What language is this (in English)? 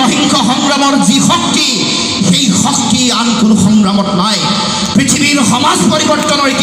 Assamese